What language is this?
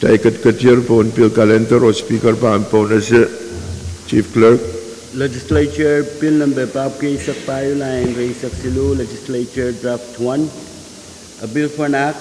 Pohnpeian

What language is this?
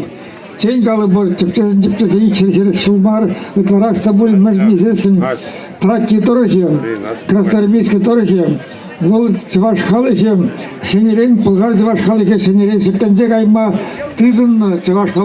Chuvash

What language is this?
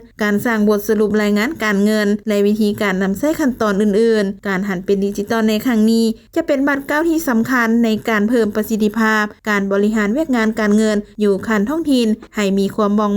Lao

